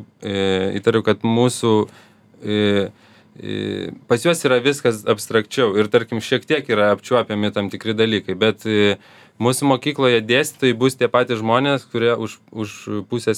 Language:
Lithuanian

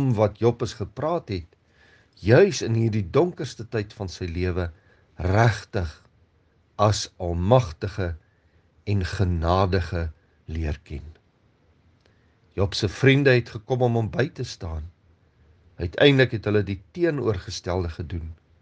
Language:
Afrikaans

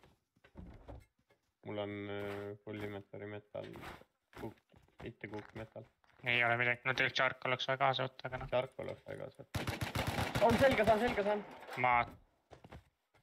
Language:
Estonian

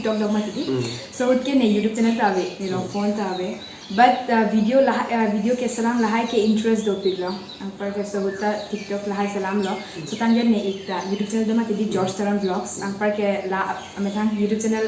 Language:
Karbi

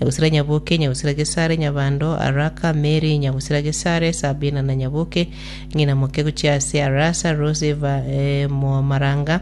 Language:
Gusii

